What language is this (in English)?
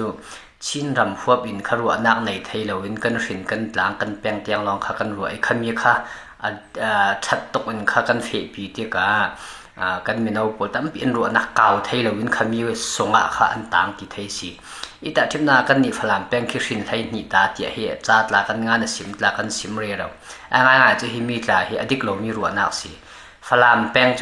Hakha Chin